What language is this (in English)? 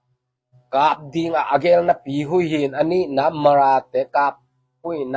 Tedim Chin